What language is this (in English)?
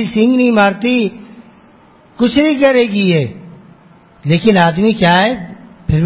Urdu